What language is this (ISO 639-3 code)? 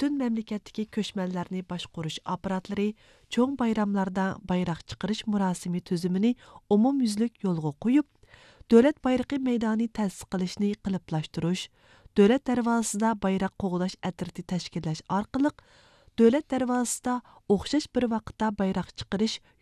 uig